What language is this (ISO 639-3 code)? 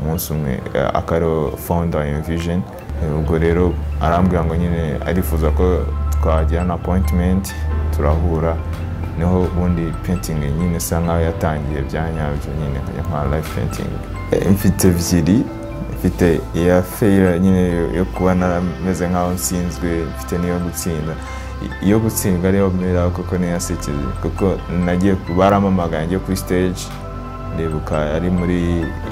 kin